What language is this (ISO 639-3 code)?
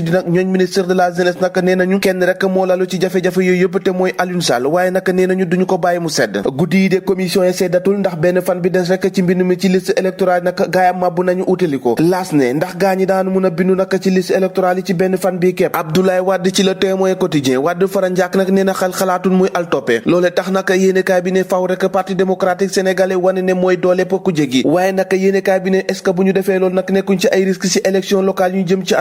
wol